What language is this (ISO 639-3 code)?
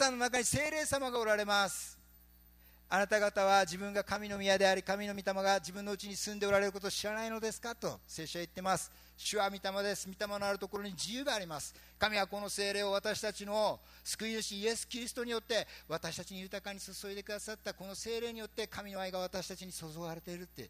jpn